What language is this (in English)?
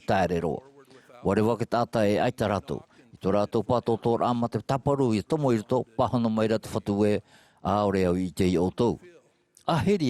Tahitian